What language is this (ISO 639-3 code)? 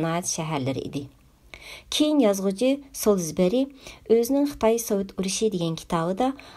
uig